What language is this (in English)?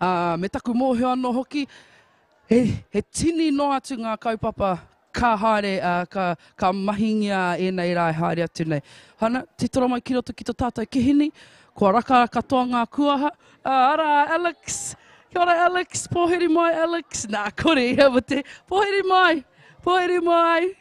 Māori